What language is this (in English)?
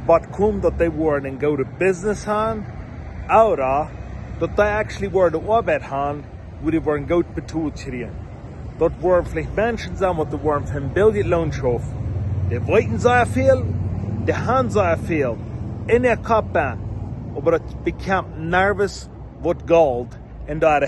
Plautdietsch